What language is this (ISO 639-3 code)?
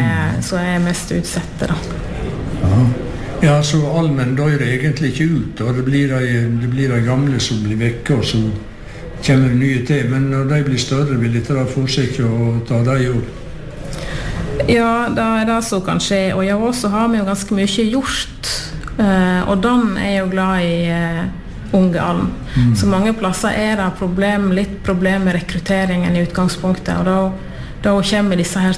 nor